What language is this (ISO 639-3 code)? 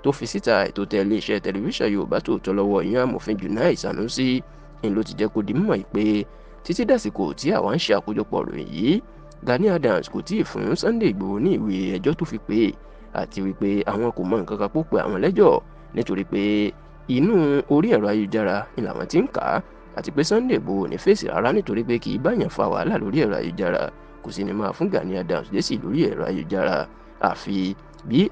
yor